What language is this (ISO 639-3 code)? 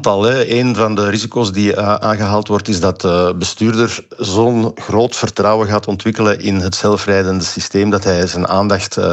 nld